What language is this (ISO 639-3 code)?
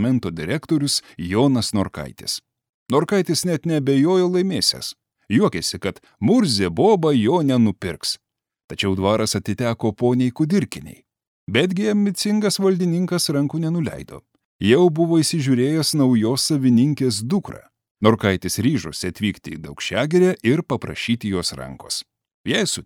lit